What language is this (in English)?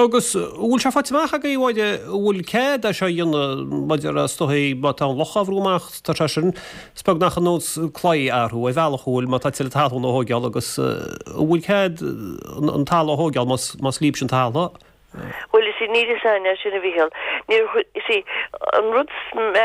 Irish